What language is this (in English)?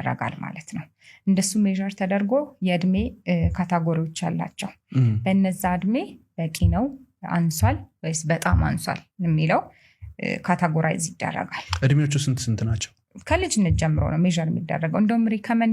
Amharic